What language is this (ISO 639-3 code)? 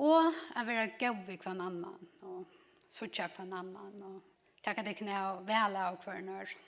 fao